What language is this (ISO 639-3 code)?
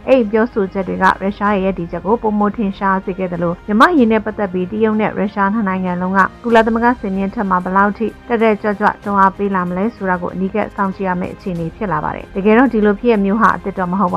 mya